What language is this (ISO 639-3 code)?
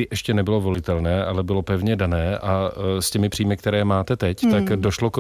ces